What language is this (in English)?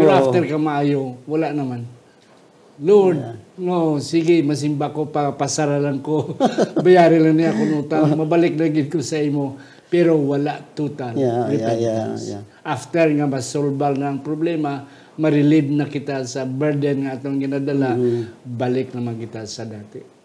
Hiligaynon